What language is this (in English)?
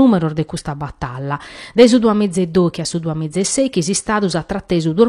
Sardinian